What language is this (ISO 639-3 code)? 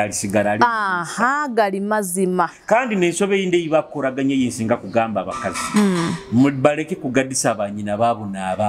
nyo